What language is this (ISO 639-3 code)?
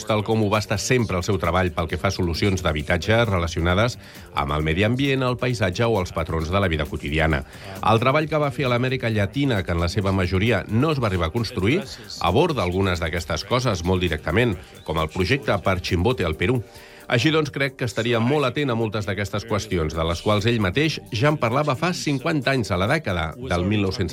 cat